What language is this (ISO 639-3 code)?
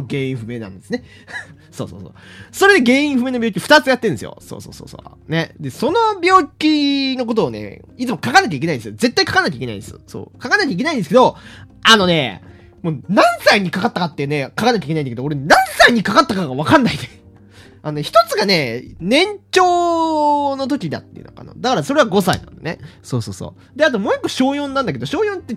jpn